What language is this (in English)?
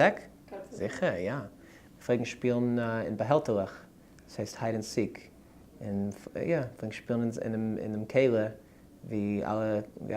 Yiddish